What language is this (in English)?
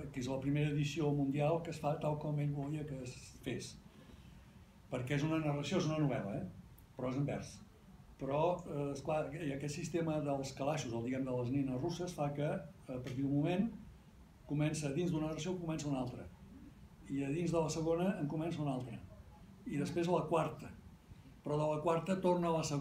Catalan